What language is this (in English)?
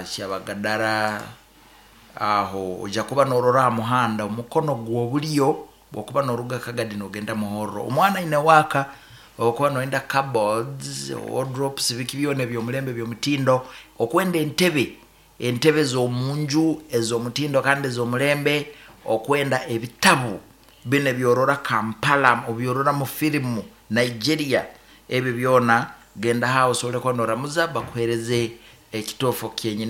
Nyoro